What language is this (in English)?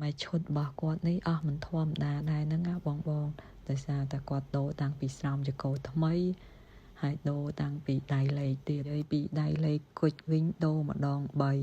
Khmer